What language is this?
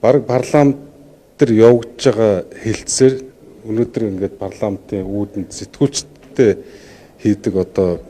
Mongolian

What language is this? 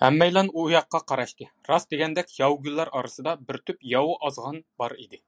Uyghur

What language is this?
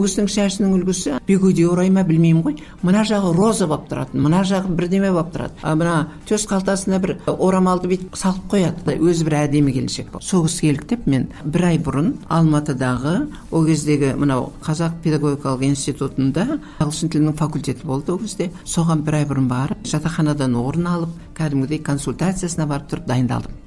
Kazakh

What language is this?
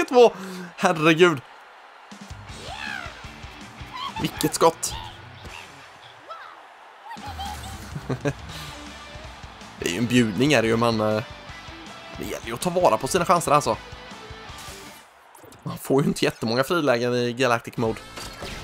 Swedish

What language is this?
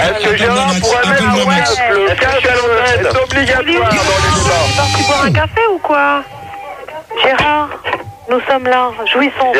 French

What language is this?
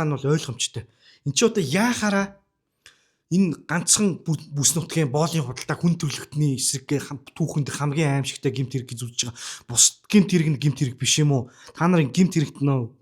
Mongolian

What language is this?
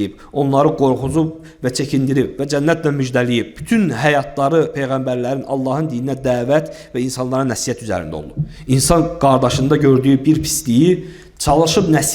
Azerbaijani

